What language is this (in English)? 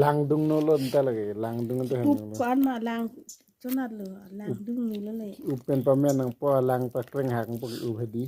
Karbi